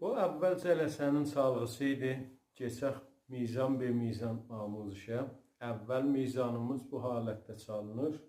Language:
South Azerbaijani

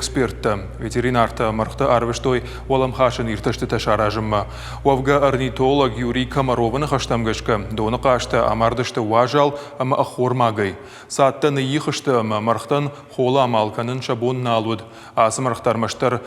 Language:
Ossetic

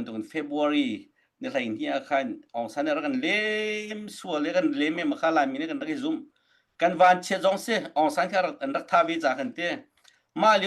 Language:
Hakha Chin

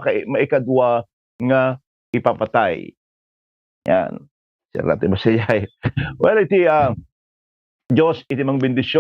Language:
Iloko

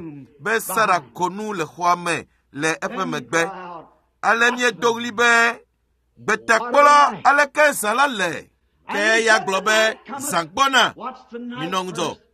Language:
Ewe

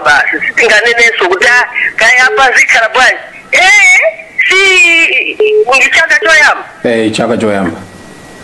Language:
Nyanja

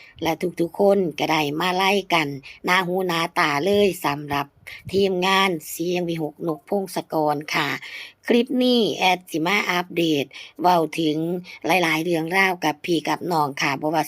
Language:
Lao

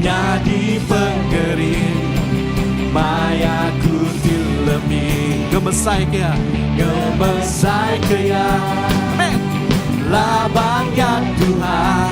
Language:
Iban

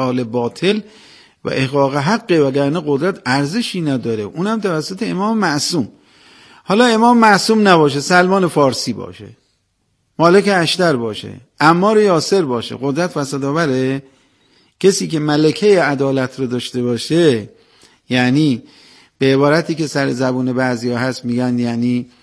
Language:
Persian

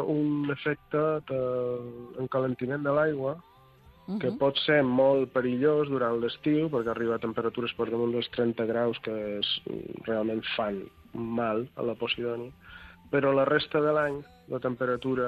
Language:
Catalan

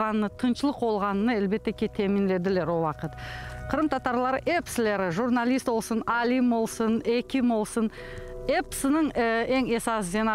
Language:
Crimean Tatar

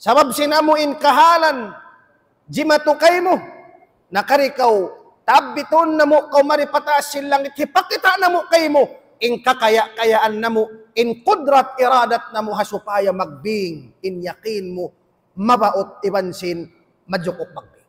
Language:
Tausug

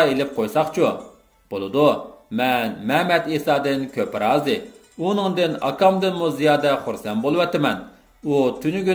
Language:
Uyghur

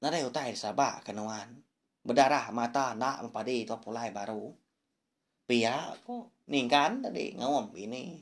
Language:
Iban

